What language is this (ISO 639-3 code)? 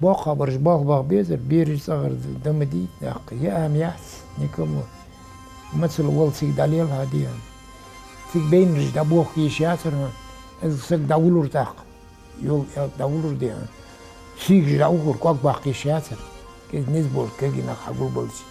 inh